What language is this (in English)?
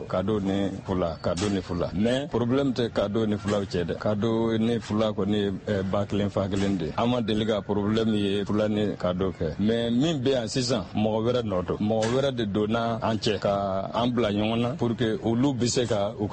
Bambara